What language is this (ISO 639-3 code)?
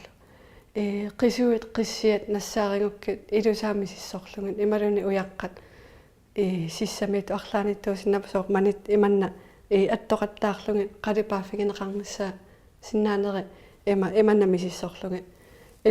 kal